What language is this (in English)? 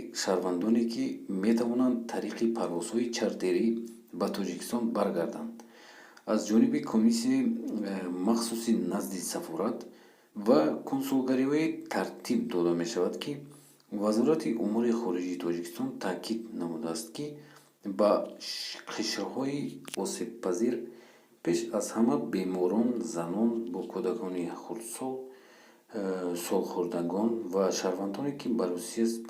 Tajik